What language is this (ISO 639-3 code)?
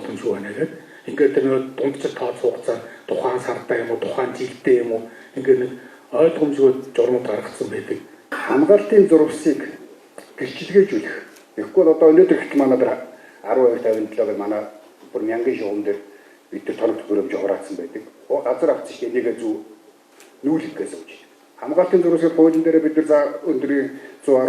mon